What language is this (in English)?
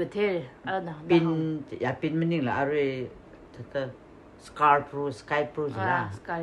Tangkhul Naga (India)